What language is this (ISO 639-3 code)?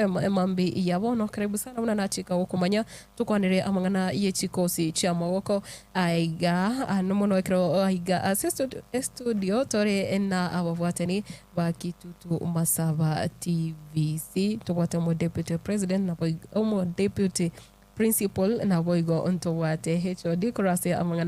guz